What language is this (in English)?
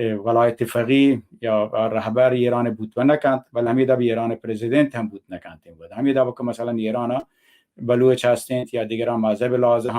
Baluchi